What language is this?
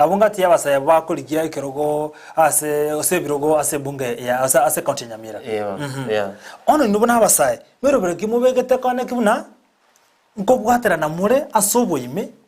Gusii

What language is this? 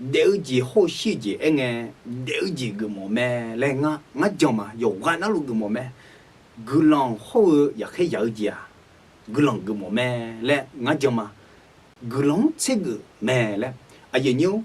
Akha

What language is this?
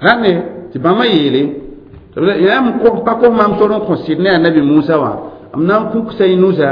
Mossi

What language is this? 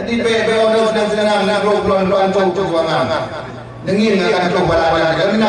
Achinese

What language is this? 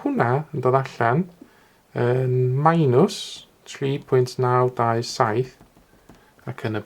Welsh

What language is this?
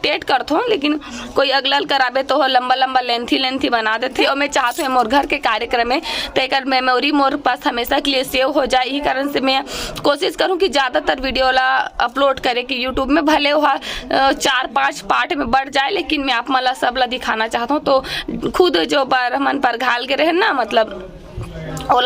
Chhattisgarhi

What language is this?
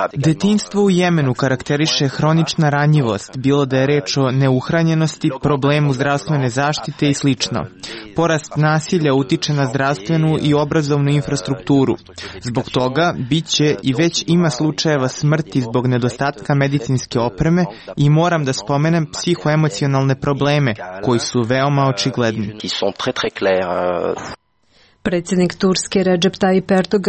Serbian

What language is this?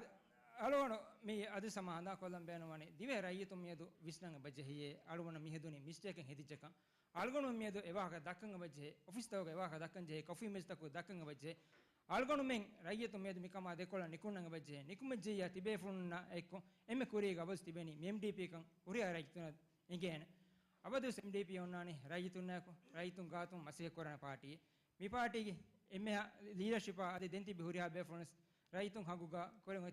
Divehi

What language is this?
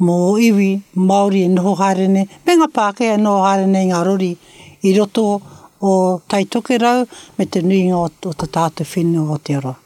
Māori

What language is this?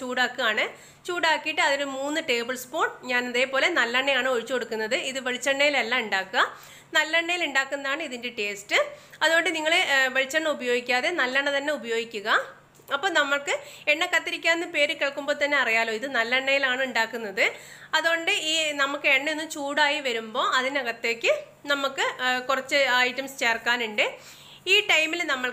Malayalam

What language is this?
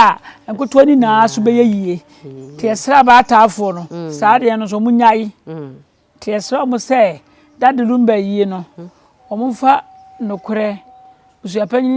Akan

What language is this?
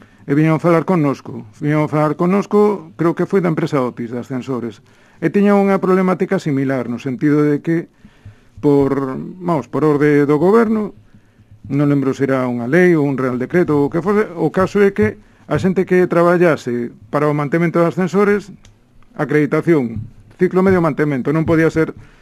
Galician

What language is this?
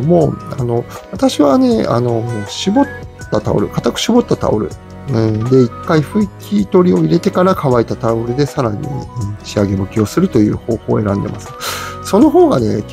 Japanese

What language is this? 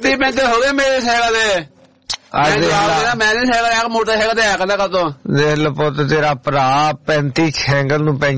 Punjabi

